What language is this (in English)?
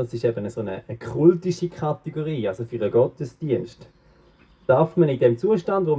Swiss German